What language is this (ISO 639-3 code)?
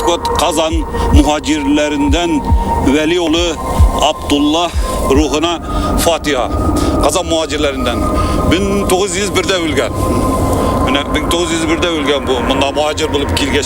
tat